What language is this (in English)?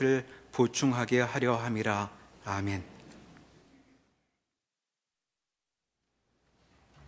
Korean